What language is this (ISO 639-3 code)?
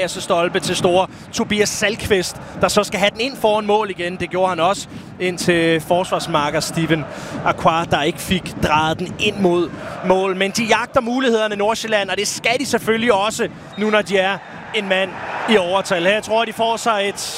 dan